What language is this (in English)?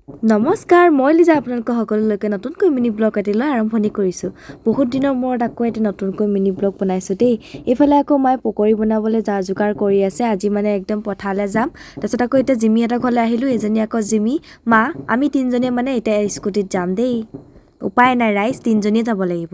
Assamese